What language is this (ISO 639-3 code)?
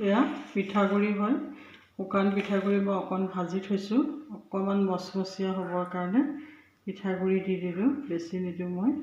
asm